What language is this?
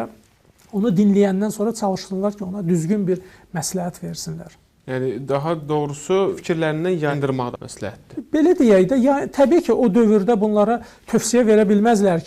Azerbaijani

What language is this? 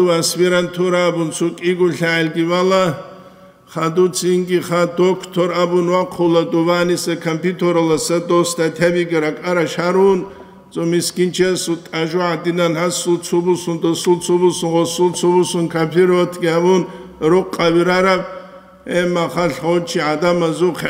Avaric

